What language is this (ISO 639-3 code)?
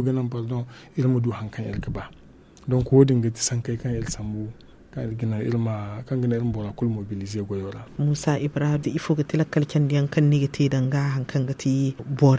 dje